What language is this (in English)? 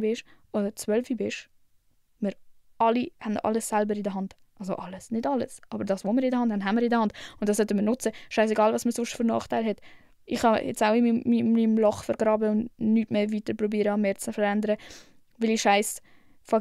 Swiss German